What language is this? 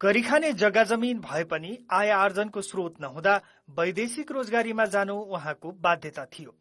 Nepali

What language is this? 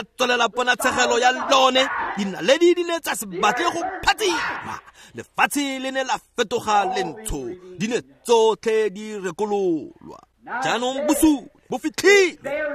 Tswana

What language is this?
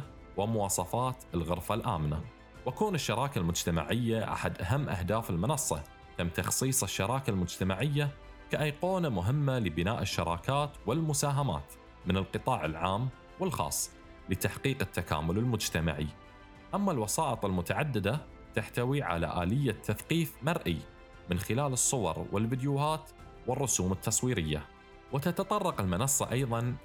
Arabic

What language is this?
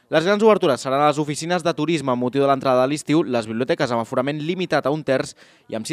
Catalan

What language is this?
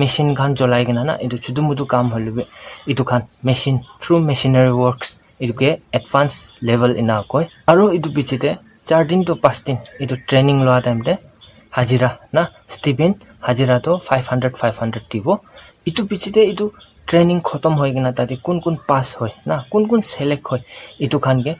Naga Pidgin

